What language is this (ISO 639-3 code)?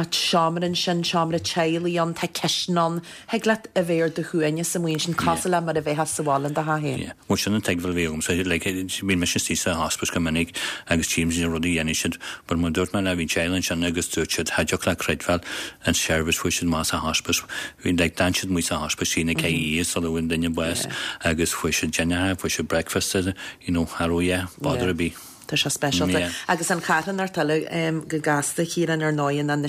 gle